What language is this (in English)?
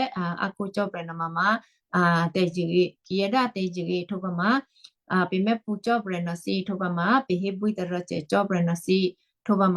Western Kayah